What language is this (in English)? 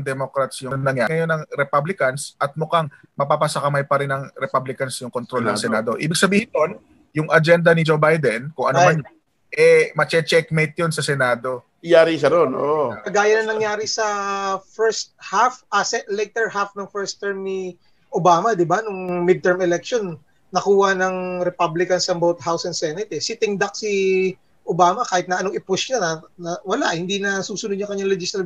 Filipino